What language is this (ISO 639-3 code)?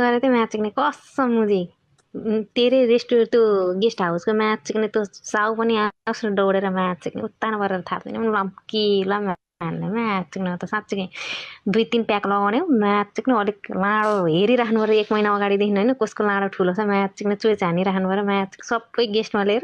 nep